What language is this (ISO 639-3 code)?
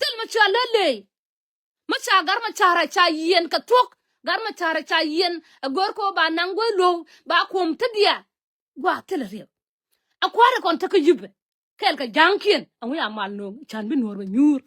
nus